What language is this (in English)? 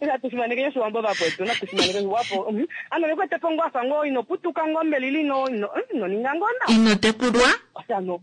Kuanyama